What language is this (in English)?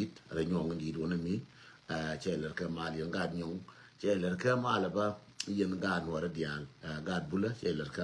Nuer